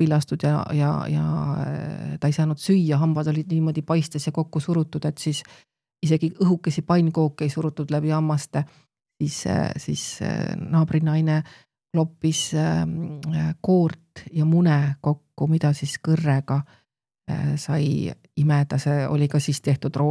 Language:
Estonian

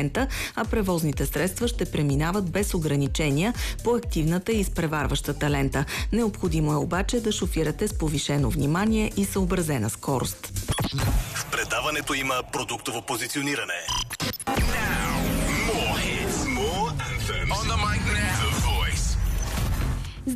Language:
Bulgarian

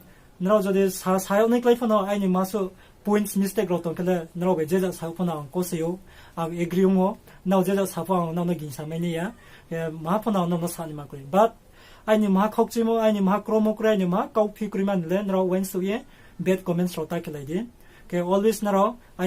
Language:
Riang (India)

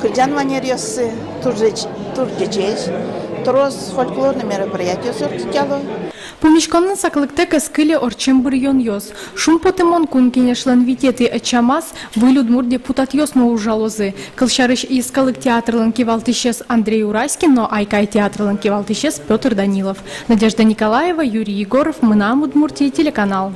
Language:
Udmurt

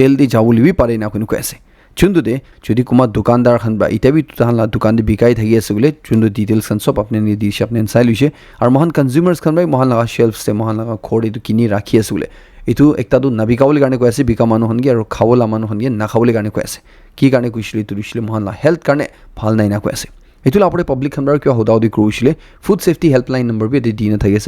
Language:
Naga Pidgin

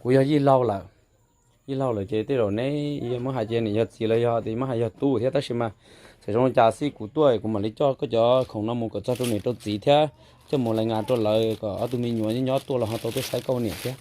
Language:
Hmong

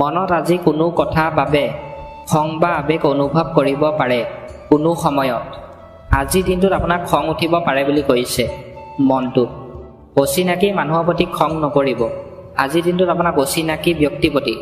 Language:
Assamese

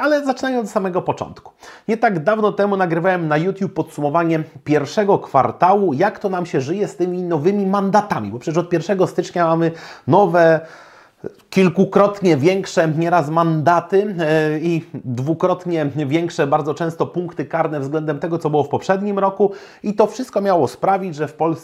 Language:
Polish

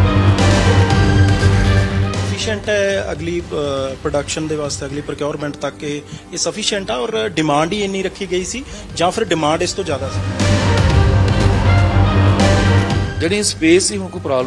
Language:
Punjabi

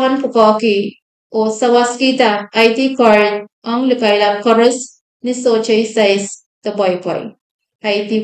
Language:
Pohnpeian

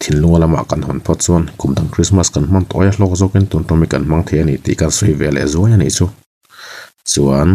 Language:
Mizo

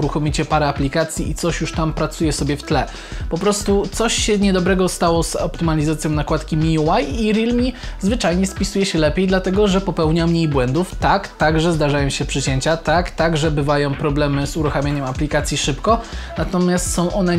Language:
Polish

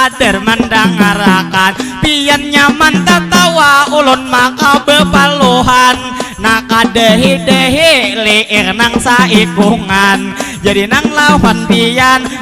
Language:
Banjar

